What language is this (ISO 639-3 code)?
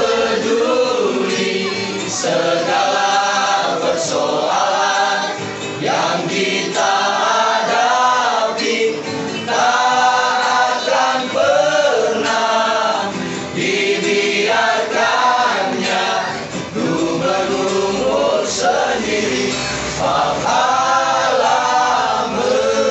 nia